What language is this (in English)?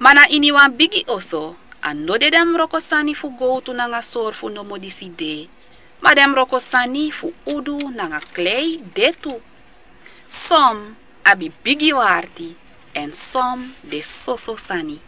Sranan Tongo